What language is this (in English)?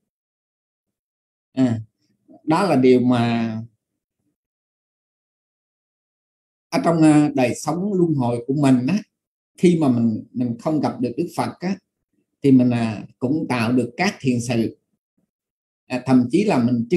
Vietnamese